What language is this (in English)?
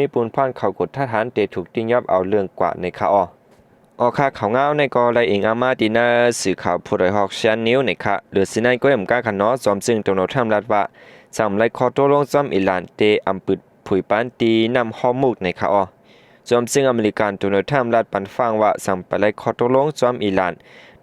Shan